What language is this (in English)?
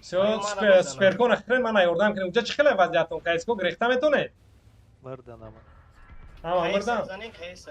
Tajik